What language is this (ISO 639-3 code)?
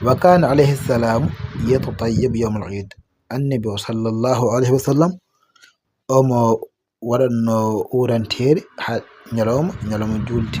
ful